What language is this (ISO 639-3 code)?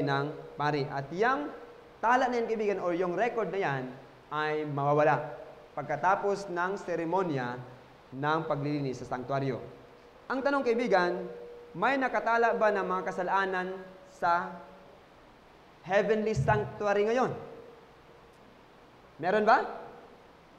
fil